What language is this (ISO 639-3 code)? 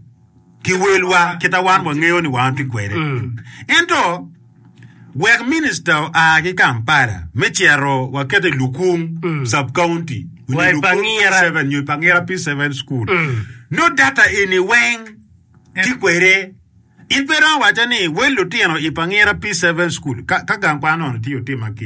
ach